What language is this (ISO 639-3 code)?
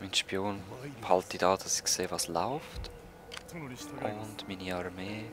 gsw